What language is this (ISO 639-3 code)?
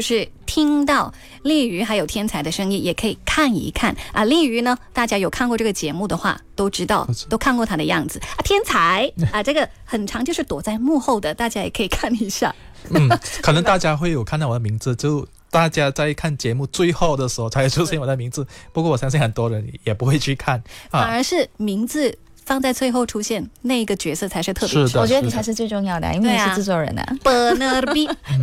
zho